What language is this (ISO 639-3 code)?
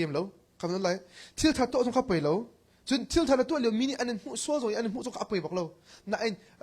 cnh